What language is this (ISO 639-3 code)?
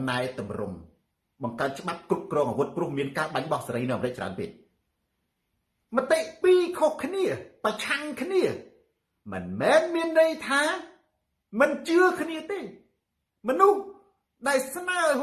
khm